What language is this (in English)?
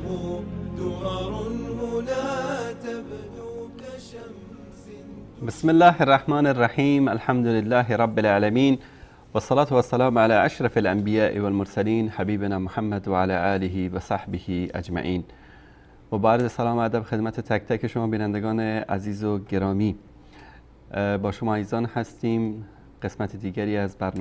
Persian